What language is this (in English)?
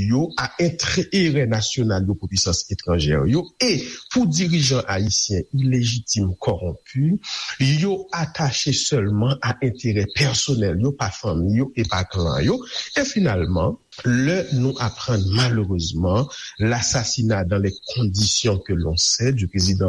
Haitian Creole